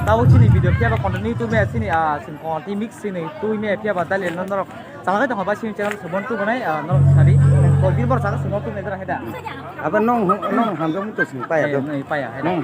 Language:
Kok Borok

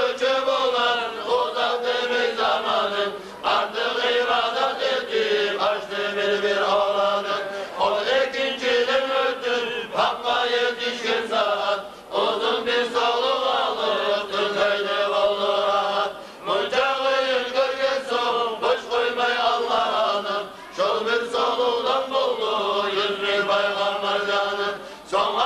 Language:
Kumyk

